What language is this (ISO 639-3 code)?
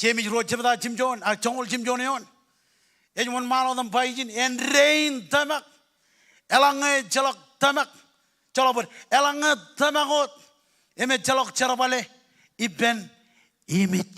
mah